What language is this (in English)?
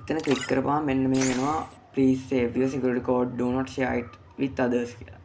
Sinhala